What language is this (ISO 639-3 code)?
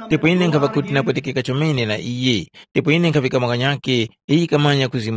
tum